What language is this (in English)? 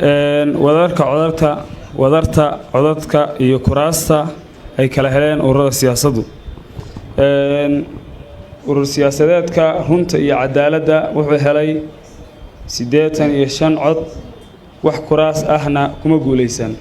Somali